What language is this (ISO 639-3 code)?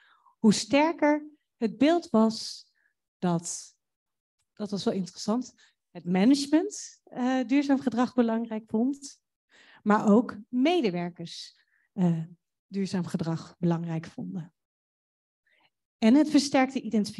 nld